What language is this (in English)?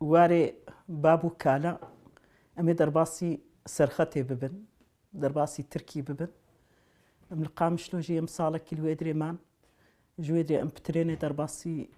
Kurdish